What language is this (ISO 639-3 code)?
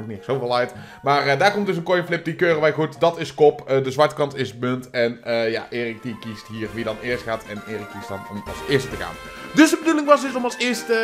nld